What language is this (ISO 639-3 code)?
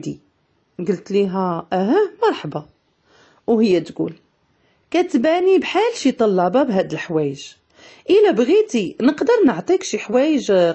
ary